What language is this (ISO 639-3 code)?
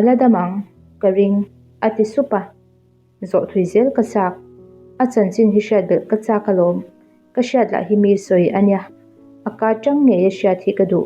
lus